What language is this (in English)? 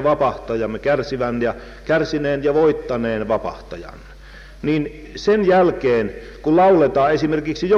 Finnish